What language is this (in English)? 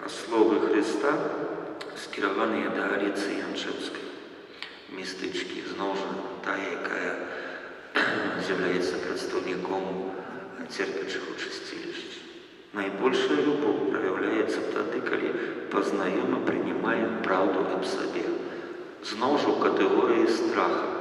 Belarusian